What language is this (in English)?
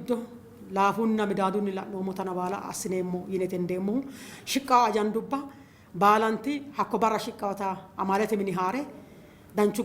Sidamo